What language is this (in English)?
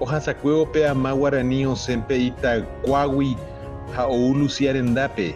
Guarani